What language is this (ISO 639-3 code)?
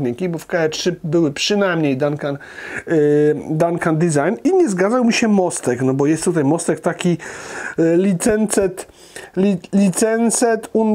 pol